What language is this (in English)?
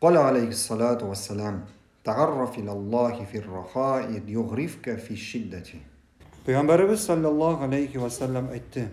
Tatar